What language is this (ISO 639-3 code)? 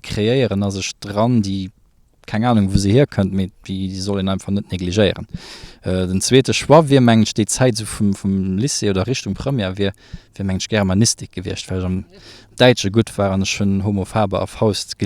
ltz